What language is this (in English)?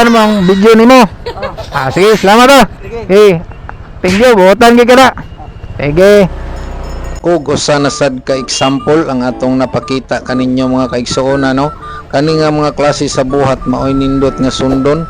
Cebuano